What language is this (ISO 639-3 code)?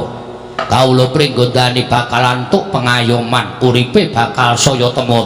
jav